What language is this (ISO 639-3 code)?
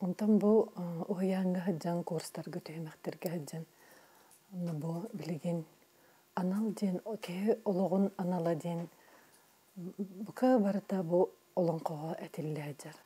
sah